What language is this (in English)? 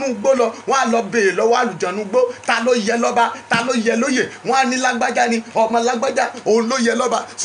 Yoruba